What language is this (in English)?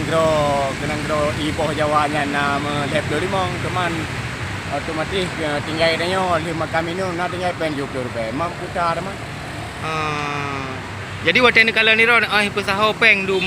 Achinese